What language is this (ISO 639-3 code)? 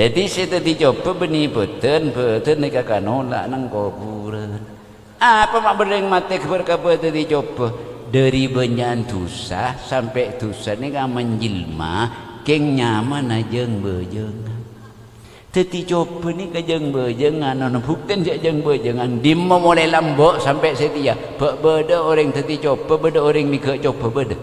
mad